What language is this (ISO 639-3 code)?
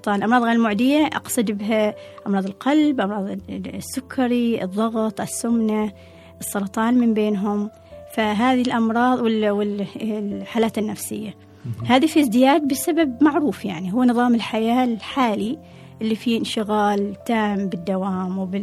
afb